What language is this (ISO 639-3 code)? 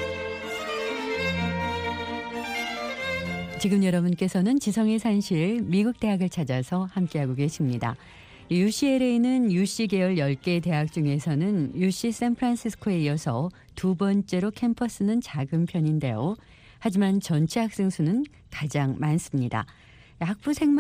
kor